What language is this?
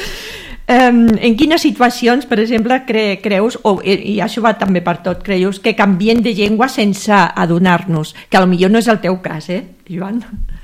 Catalan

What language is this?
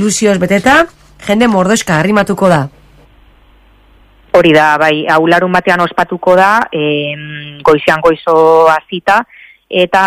Basque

